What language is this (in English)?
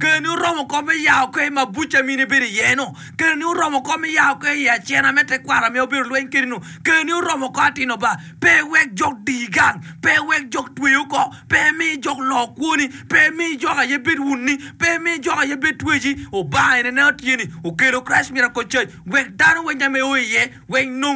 Acoli